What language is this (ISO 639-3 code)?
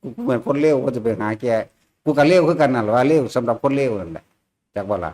tts